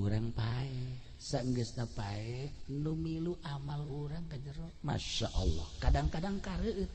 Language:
Sundanese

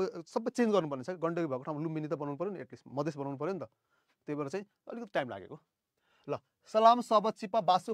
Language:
Nepali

